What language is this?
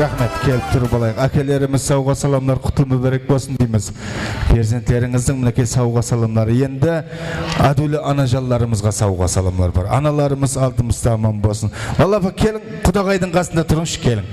Kara-Kalpak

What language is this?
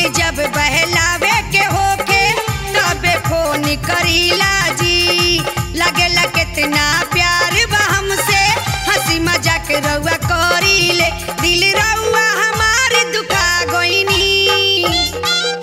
Bhojpuri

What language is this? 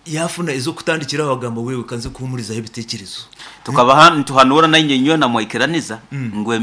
Nyankole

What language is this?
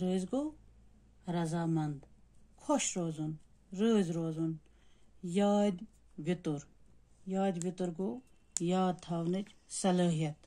Kashmiri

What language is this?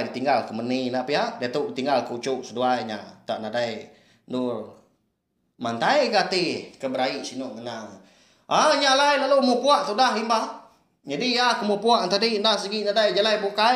Iban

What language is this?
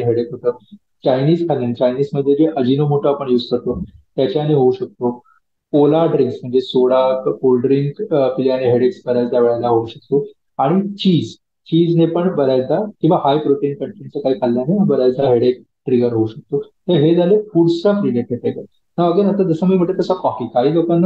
Marathi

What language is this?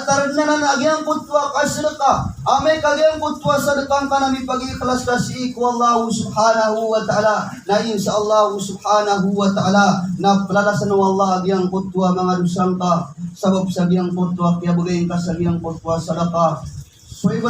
Maranao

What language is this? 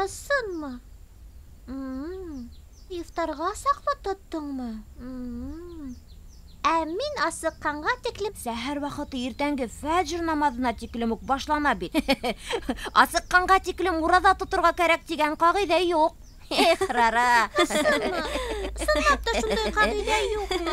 Bashkir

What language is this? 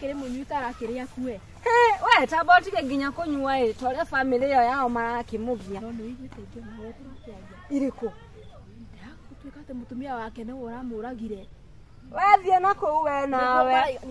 Kikuyu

